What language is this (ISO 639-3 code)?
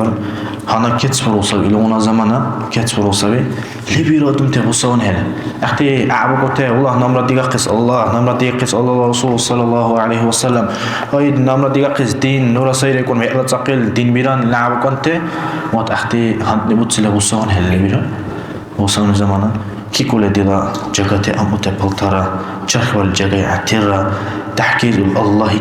dar